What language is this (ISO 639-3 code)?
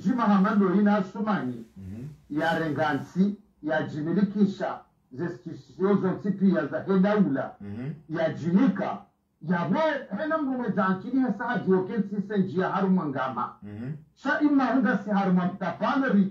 swa